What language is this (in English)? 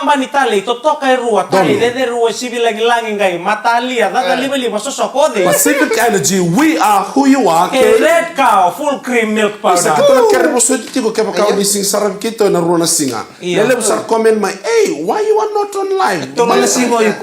Fijian